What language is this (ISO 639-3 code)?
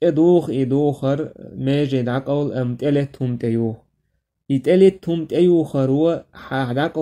che